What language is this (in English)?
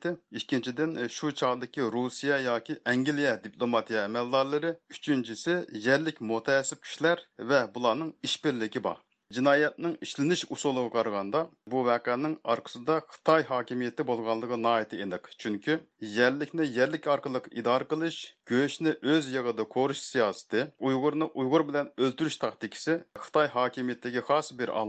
Uyghur